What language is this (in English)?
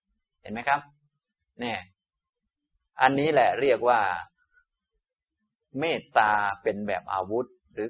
Thai